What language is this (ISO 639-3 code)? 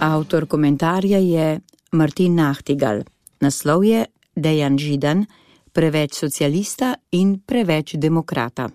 slv